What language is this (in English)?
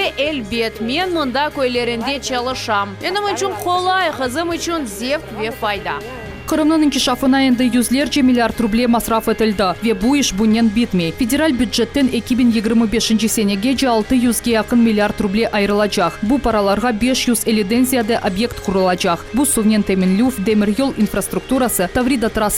Crimean Tatar